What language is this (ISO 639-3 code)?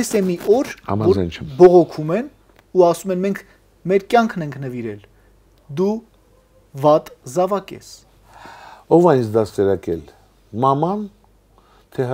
hye